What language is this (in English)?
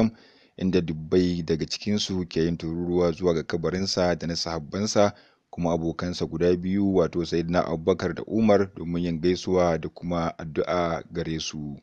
Hausa